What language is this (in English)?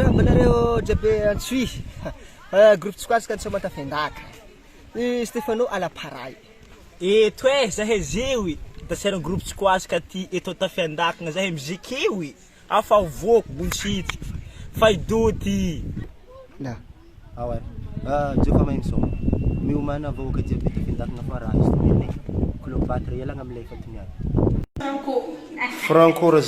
Malagasy